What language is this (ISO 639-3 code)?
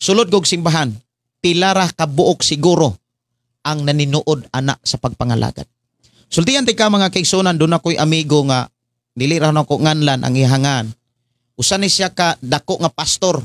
ceb